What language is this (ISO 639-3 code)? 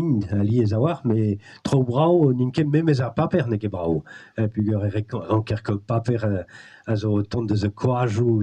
bre